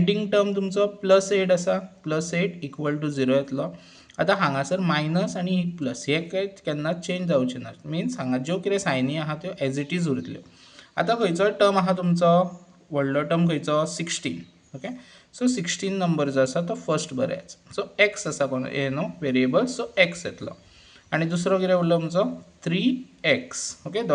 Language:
Konkani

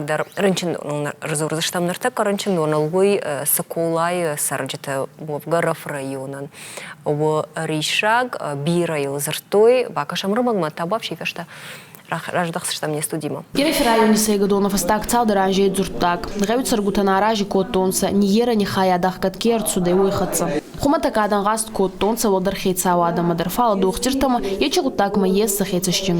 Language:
Ossetic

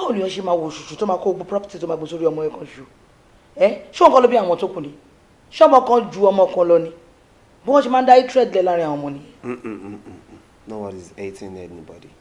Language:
Yoruba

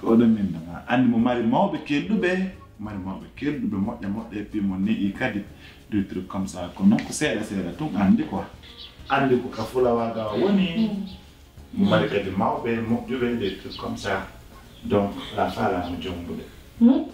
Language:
Pular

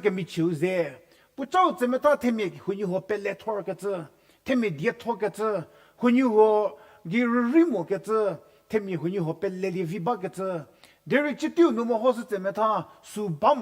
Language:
Angami Naga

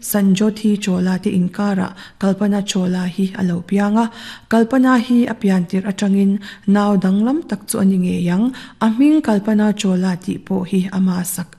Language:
Mizo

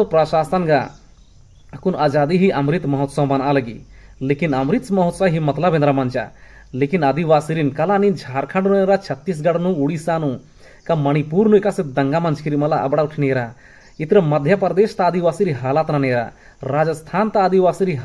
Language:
Kurukh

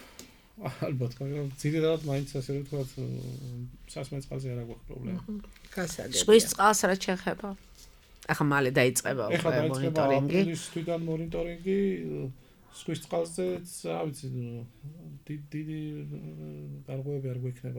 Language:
Georgian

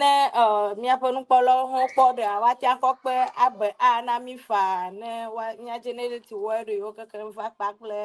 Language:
Ewe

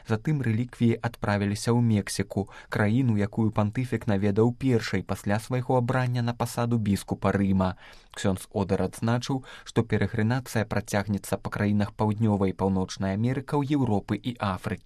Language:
Belarusian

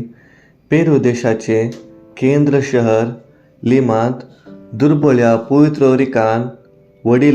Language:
Konkani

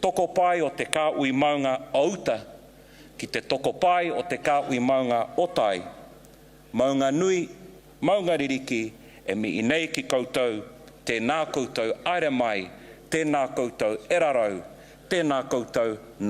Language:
Māori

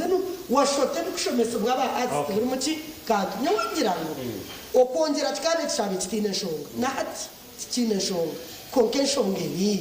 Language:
Nyankole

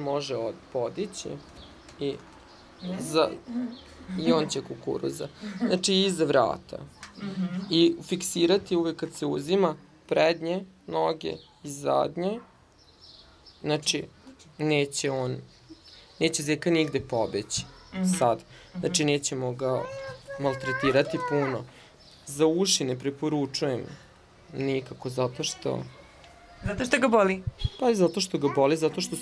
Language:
Serbian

